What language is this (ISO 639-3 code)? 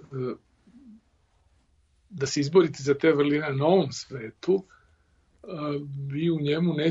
srp